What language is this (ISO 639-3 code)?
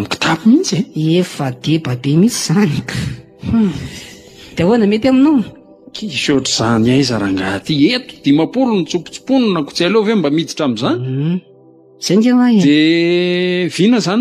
mlg